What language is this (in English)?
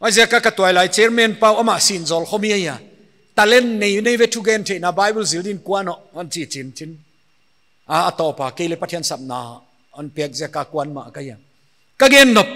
Paite Chin